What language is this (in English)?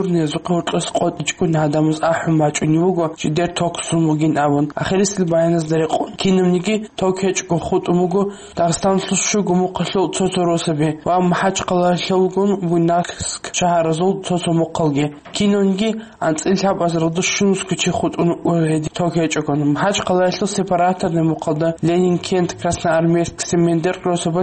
Avaric